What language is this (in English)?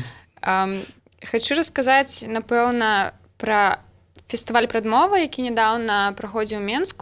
Belarusian